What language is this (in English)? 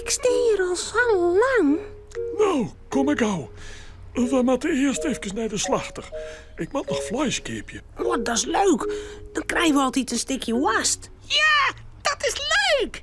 Western Frisian